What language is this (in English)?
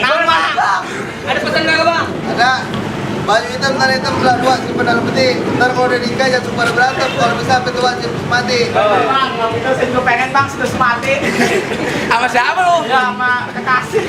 Betawi